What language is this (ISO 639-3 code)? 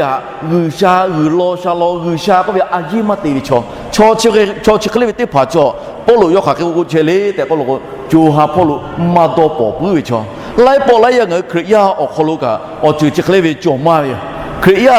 lhu